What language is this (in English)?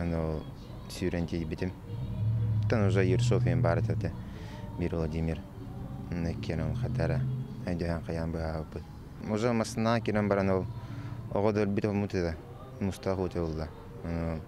Yakut